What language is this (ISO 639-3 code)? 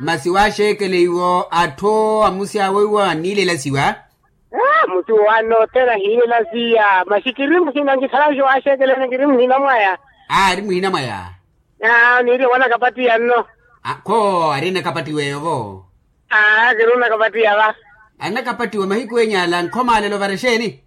vmw